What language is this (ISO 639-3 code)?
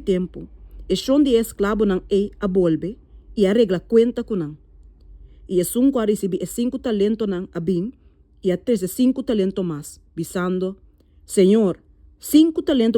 pap